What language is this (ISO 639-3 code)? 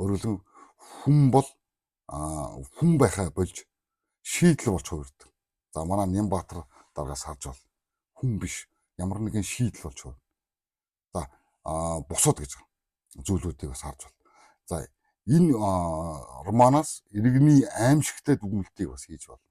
mon